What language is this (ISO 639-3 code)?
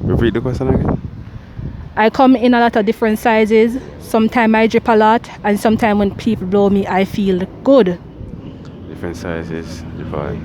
jam